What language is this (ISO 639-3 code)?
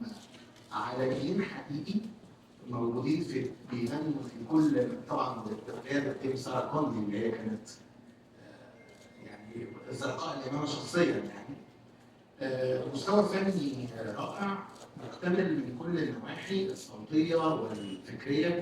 arz